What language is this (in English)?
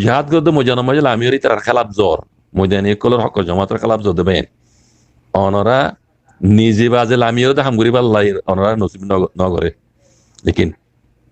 Rohingya